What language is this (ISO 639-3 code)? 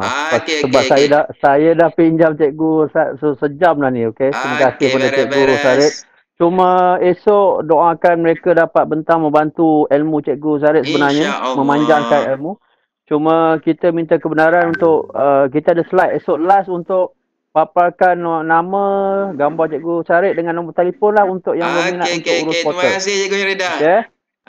msa